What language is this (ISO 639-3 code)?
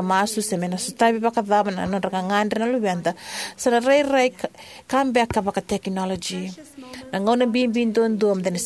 fij